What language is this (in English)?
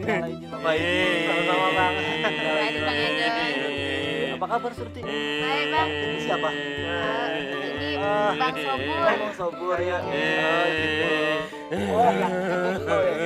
Betawi